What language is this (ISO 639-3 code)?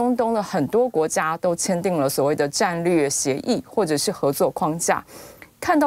zho